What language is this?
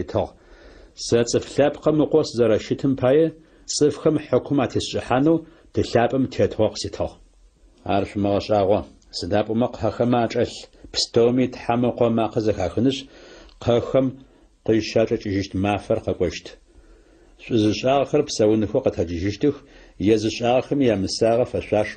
Adyghe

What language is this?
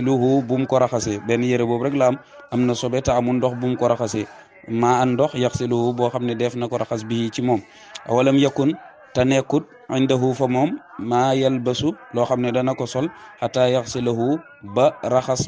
Wolof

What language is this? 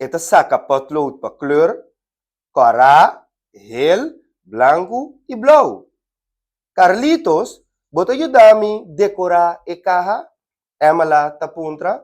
Papiamento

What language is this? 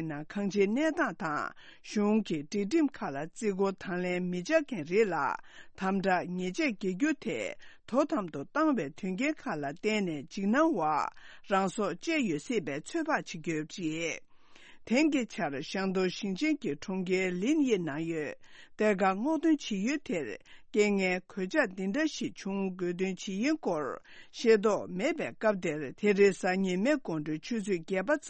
Tibetan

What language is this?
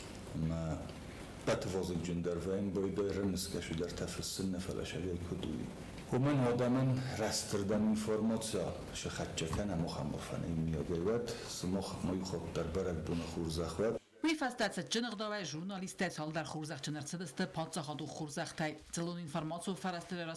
Ossetic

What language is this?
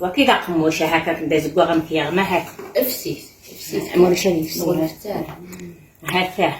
Kabyle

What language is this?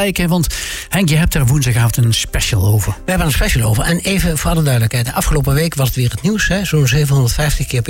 Dutch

